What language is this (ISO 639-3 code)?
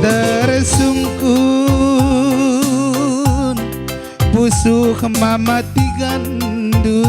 btx